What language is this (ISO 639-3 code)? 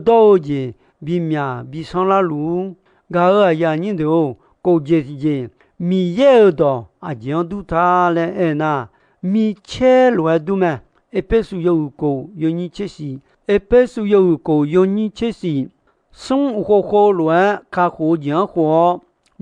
ahk